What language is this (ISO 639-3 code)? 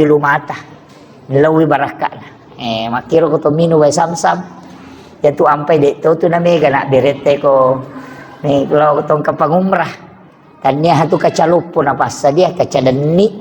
bug